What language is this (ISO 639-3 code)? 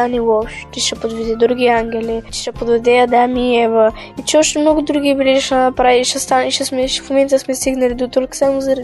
bul